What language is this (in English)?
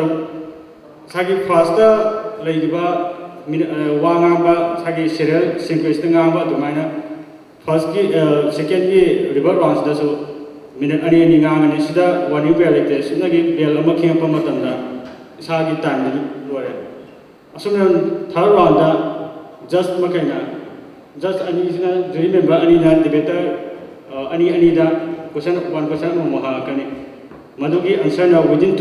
Manipuri